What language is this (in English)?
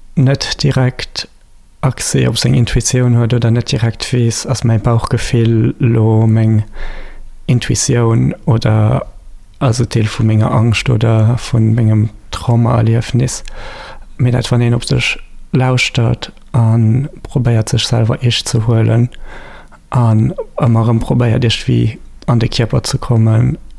Luxembourgish